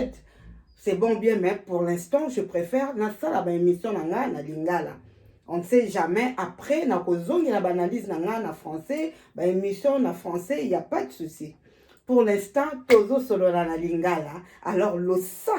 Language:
Lingala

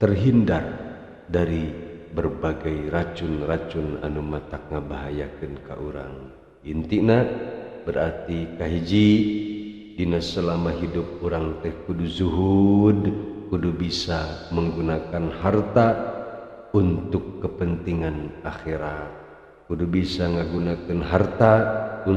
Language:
Sundanese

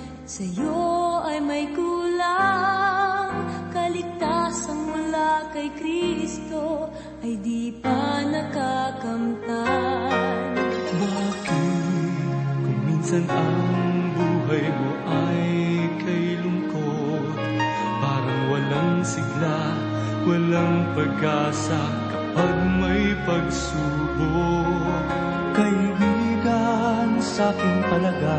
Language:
Filipino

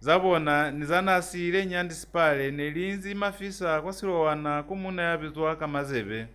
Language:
Lozi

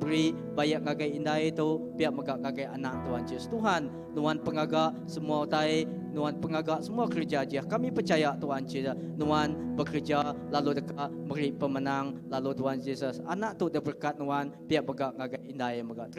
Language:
Iban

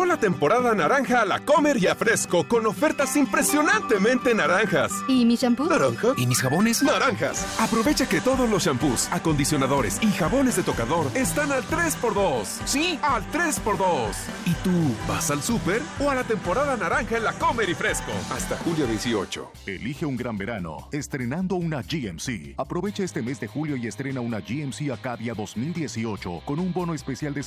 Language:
Spanish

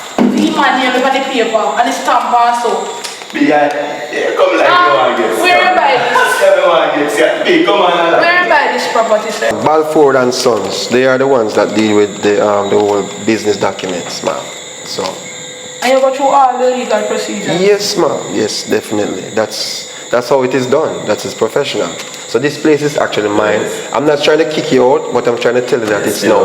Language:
Jamaican Creole English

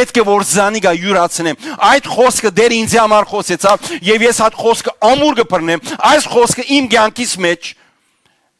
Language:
Western Armenian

